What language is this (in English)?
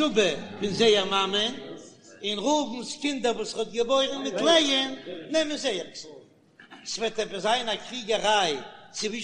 Yiddish